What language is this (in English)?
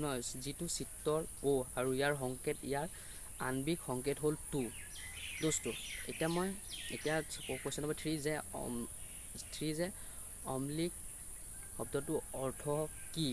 Assamese